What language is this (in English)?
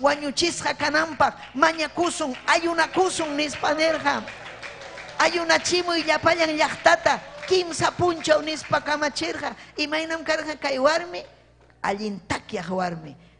Ayacucho Quechua